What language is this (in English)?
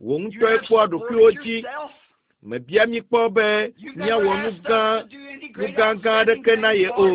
Ewe